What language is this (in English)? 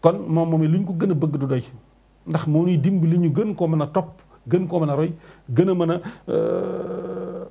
Wolof